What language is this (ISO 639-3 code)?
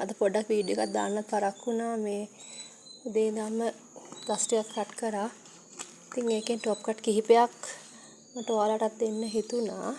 sin